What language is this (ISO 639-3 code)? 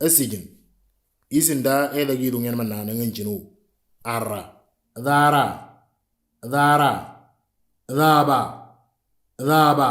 mor